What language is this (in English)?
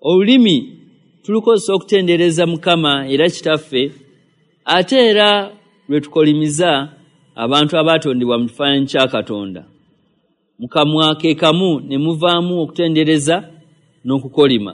Ganda